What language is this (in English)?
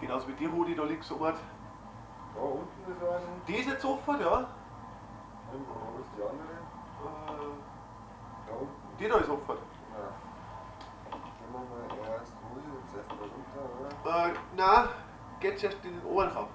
Bavarian